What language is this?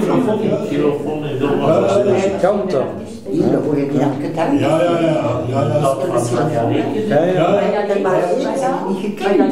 Dutch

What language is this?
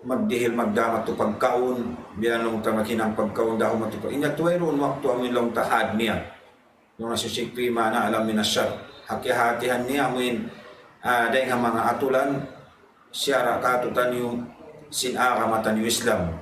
Tausug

